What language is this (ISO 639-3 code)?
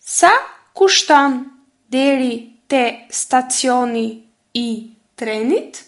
sqi